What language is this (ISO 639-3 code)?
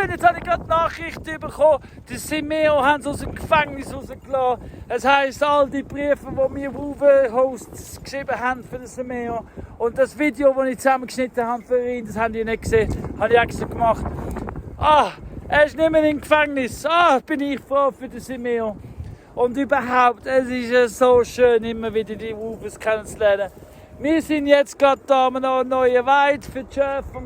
gsw